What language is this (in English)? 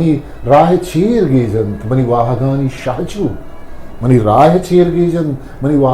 Eastern Balochi